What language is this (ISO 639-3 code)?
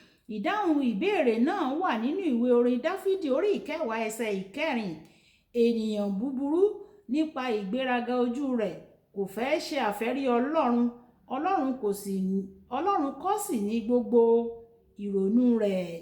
yor